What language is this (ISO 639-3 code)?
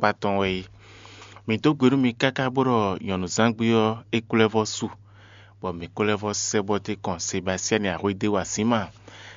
fon